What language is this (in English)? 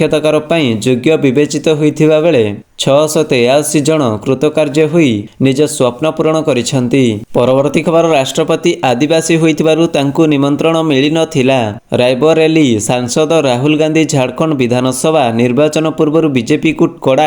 Odia